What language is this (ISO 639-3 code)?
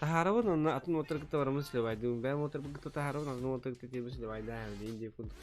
sah